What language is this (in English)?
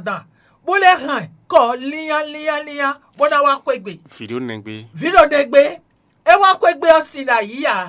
Fon